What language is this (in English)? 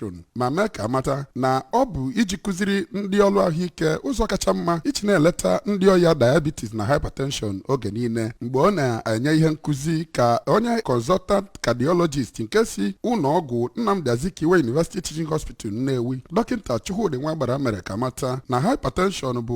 Igbo